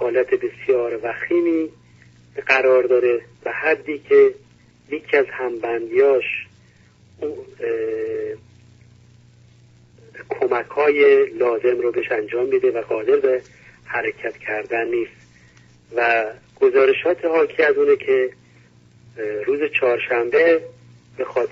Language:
Persian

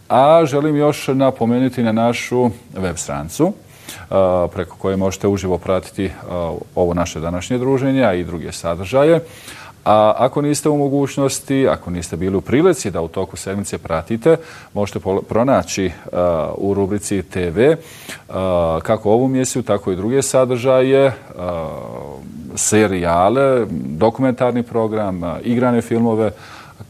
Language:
Bosnian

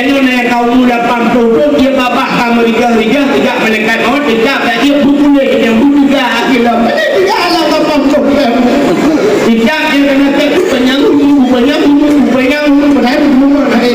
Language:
Achinese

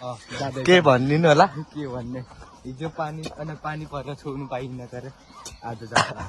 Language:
Nepali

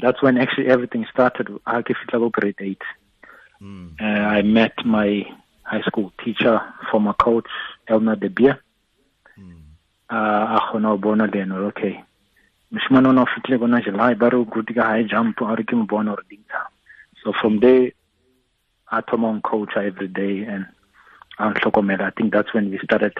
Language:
Tswana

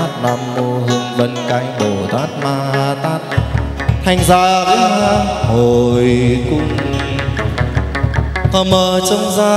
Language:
Vietnamese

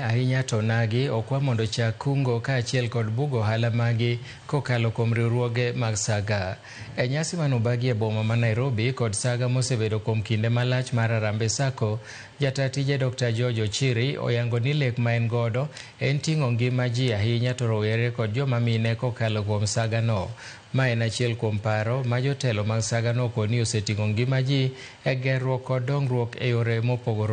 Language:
Luo (Kenya and Tanzania)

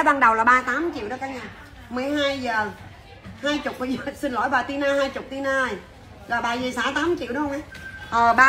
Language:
Vietnamese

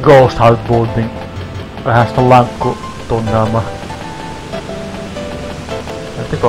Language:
Finnish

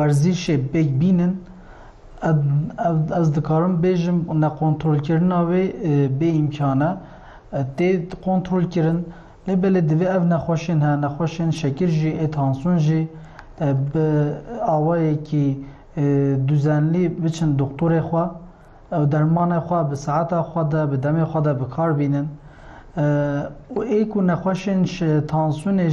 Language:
Kurdish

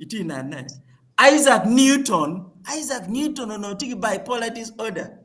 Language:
Acoli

